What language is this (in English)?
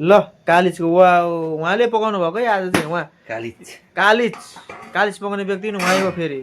Nepali